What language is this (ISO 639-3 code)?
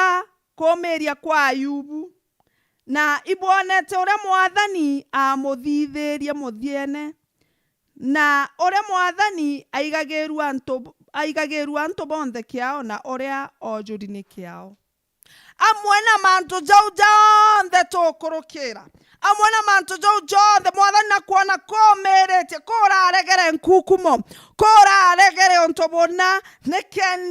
mer